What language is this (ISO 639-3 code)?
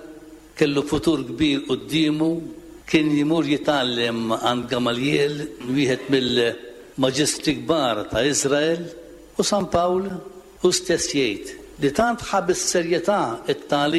mlt